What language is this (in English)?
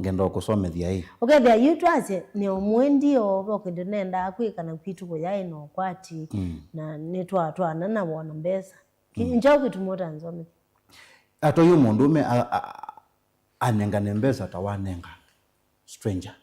Kamba